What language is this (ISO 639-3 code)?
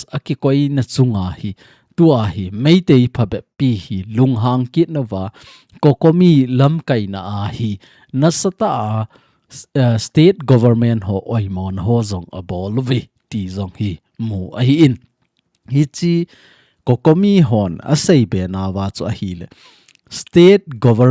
tcz